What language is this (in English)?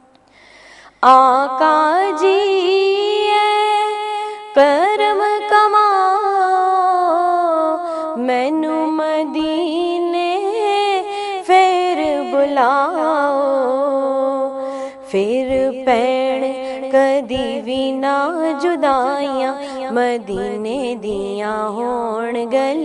Punjabi